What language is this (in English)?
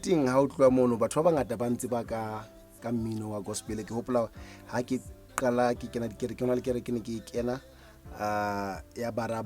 Southern Sotho